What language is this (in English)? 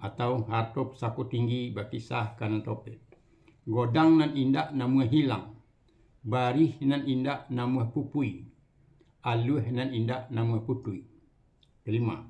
Minangkabau